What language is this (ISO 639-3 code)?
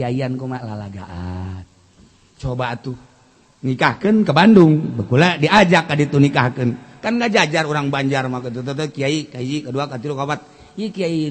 sun